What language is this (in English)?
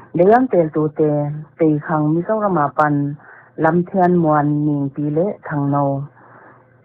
Paite Chin